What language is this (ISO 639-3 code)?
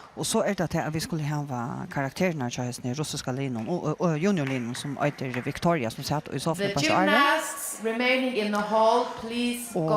fao